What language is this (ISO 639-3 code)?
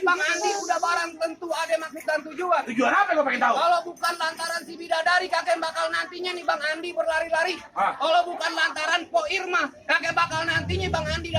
bew